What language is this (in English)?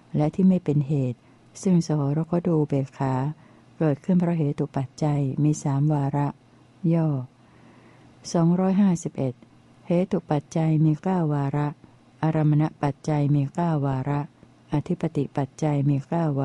Thai